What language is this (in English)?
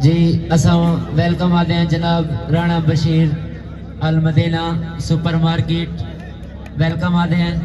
Saraiki